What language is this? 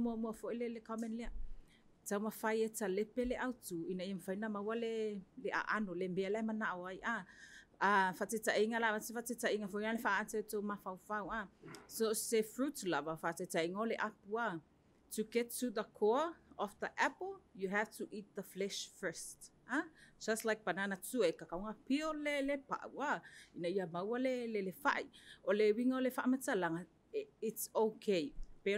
Samoan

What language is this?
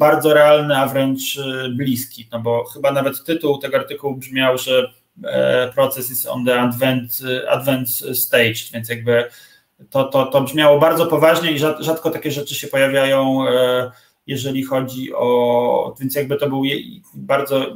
Polish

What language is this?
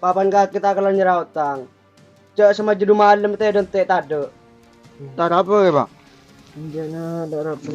Madurese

